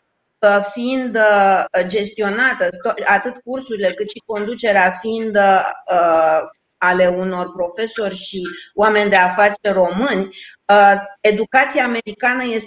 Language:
Romanian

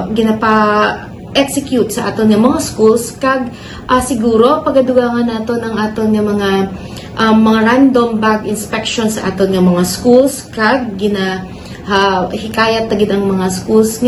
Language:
Hiligaynon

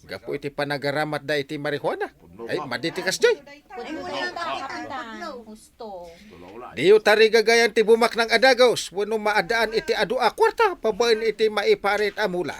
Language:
Iloko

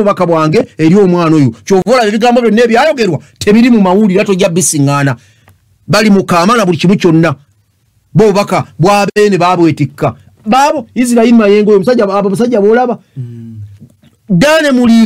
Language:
Ganda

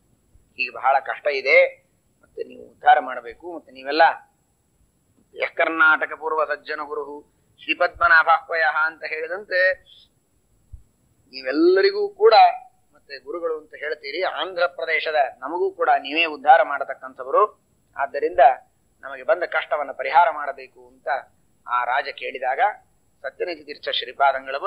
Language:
Kannada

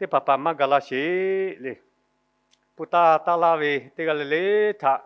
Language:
Lahu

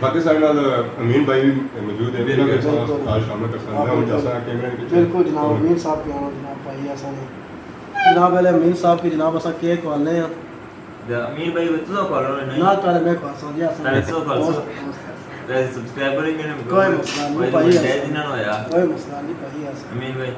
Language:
Pahari-Potwari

